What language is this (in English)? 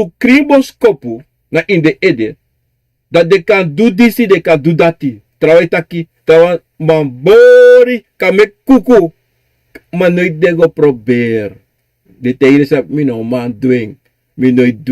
Sranan Tongo